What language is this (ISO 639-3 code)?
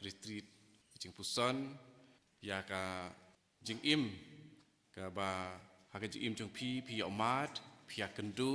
kha